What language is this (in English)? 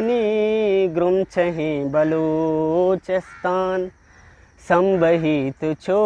Eastern Balochi